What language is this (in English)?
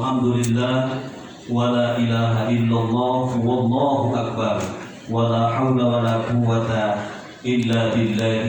Gorontalo